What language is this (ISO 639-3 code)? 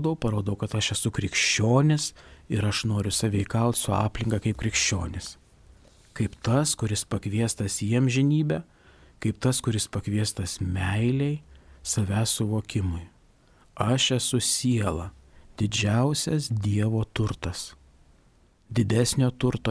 lit